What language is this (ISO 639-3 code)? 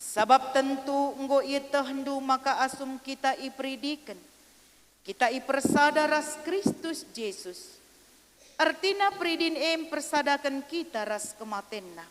btx